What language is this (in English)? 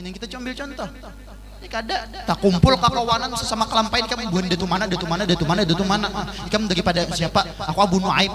Banjar